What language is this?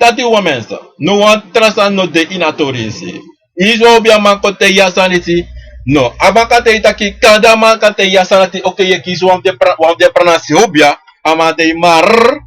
Sranan Tongo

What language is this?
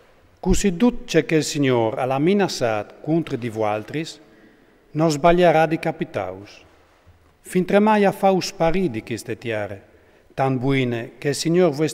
Friulian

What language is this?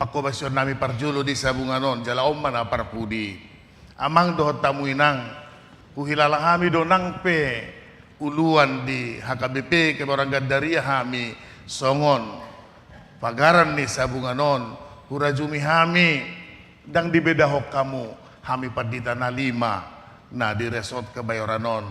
Batak Toba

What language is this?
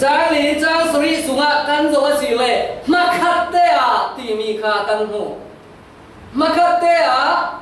Falam Chin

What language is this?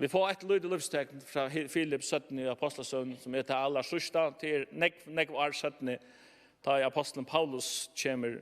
Faroese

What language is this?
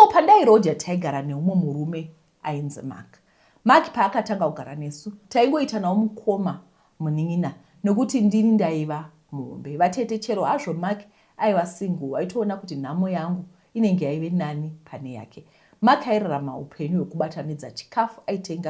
Shona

